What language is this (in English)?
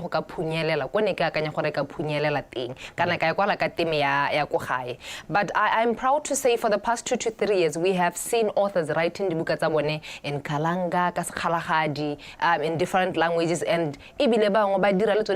Tswana